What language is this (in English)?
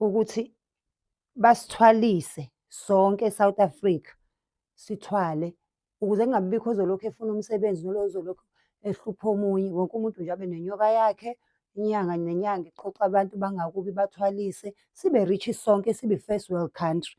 Zulu